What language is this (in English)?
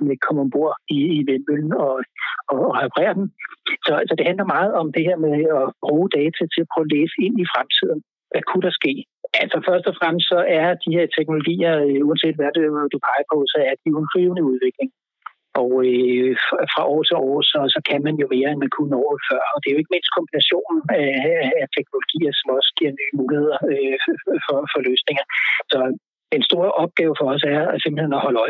Danish